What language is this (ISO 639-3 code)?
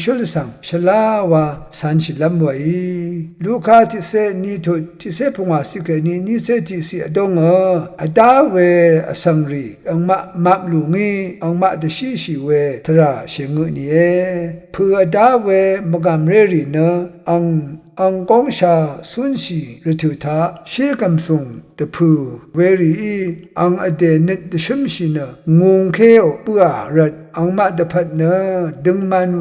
raw